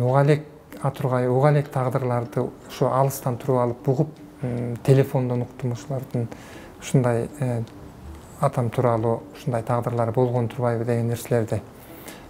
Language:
Kyrgyz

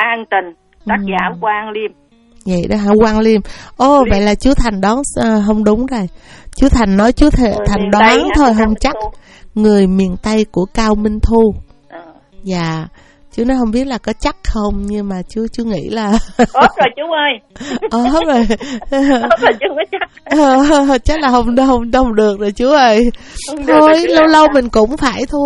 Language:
Vietnamese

